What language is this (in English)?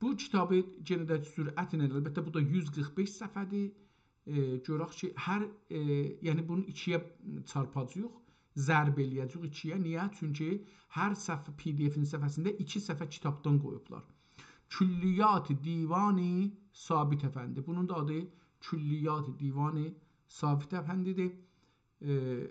South Azerbaijani